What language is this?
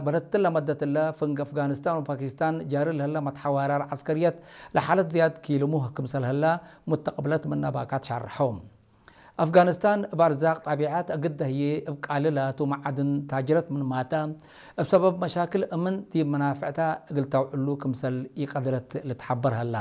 Tigre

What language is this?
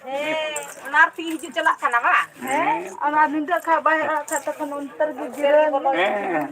Santali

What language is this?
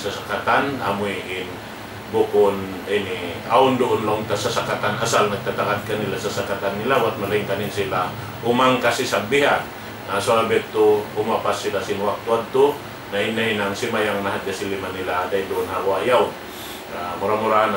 Tausug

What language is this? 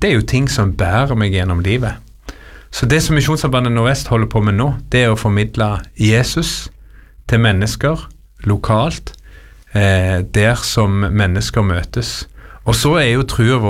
Norwegian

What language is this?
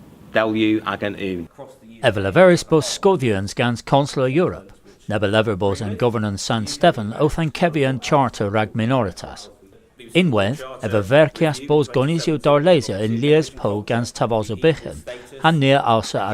Cornish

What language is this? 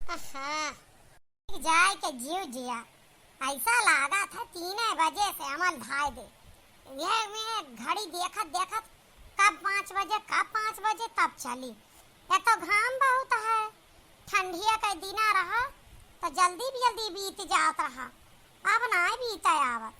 Awadhi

